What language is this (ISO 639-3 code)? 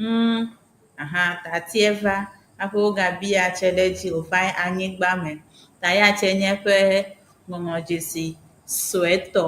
ewe